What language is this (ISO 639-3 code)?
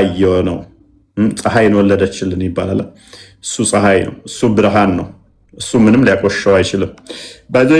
amh